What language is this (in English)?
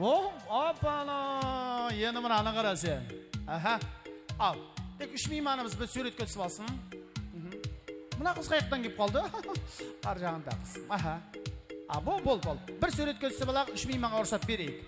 Kara-Kalpak